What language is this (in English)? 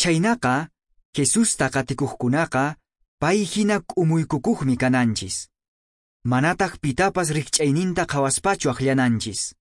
Quechua